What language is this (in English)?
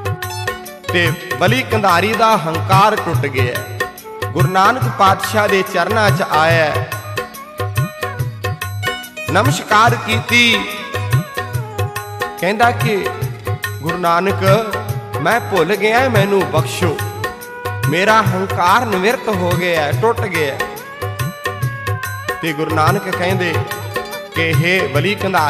Punjabi